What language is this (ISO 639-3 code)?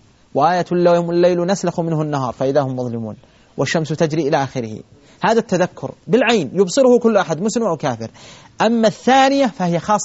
ara